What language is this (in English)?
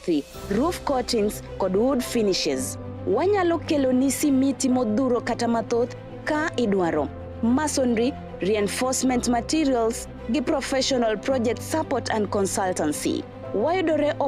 Luo (Kenya and Tanzania)